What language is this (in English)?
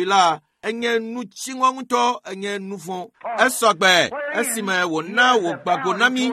Ewe